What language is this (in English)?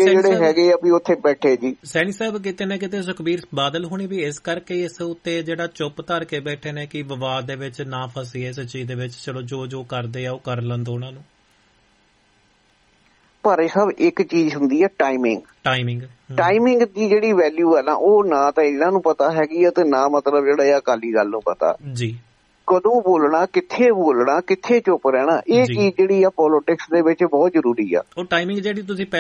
Punjabi